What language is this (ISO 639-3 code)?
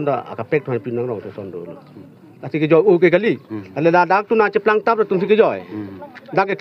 mjw